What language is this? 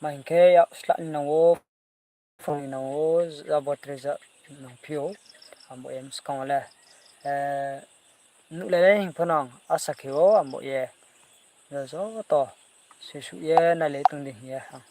Riang (India)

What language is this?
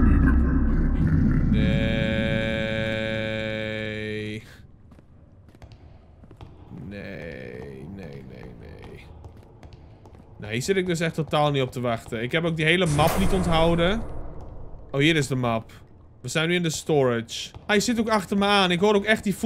Dutch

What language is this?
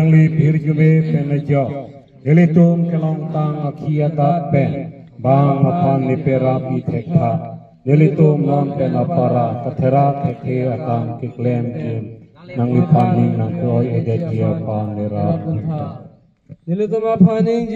Karbi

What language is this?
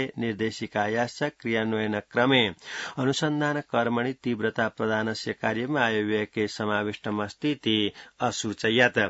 Sanskrit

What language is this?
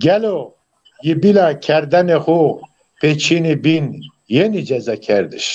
Zaza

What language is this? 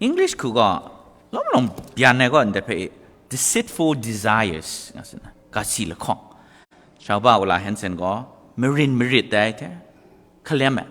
Kachin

